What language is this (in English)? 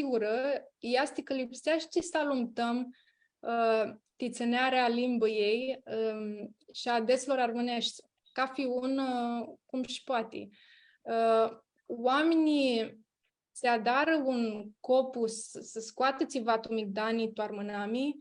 Aromanian